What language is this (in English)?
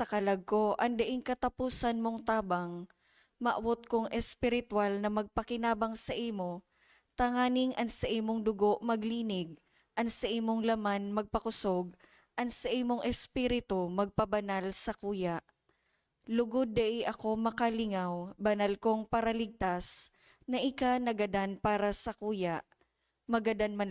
Bikol